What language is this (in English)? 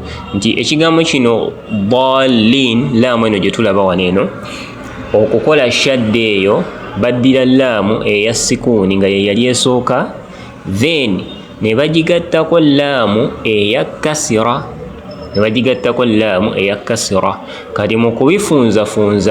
Ganda